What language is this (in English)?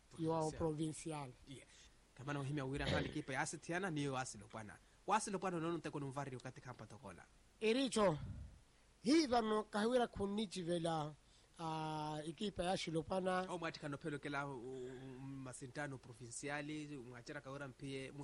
Swahili